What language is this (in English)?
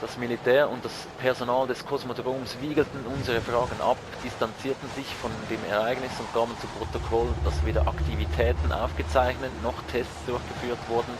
Swiss German